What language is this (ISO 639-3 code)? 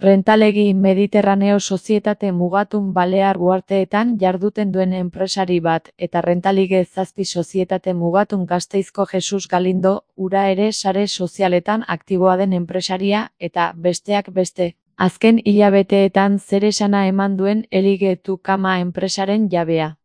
eus